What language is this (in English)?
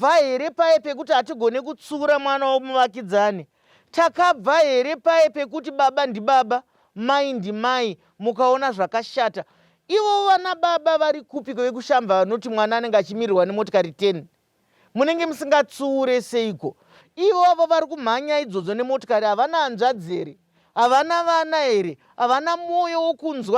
Shona